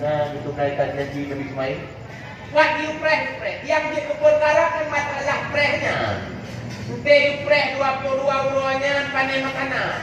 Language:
Achinese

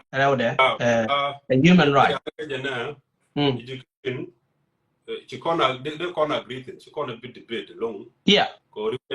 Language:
Nuer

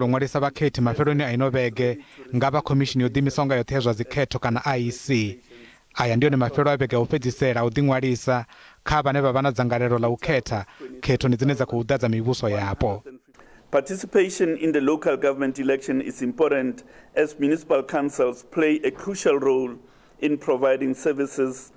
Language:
Venda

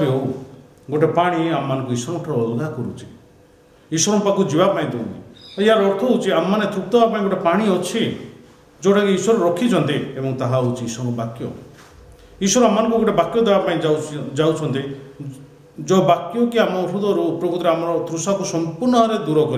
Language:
Odia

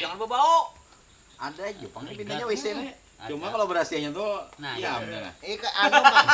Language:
Banjar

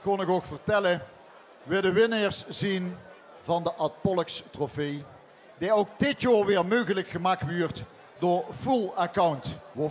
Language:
Limburgish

